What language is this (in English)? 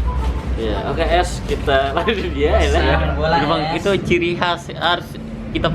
Betawi